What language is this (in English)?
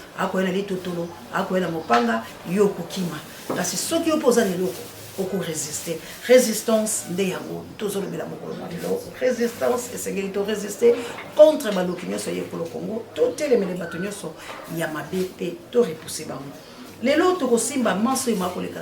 Lingala